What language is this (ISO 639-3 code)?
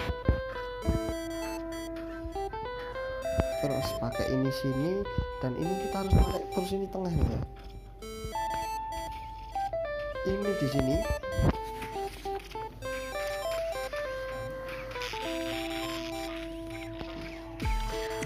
ind